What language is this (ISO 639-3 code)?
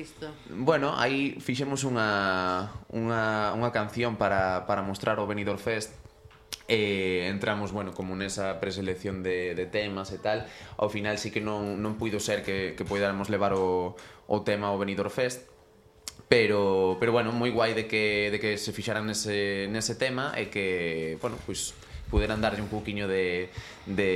glg